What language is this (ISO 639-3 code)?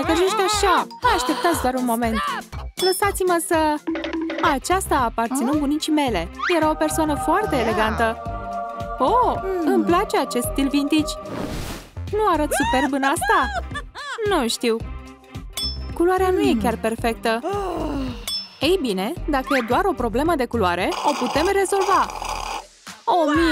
ron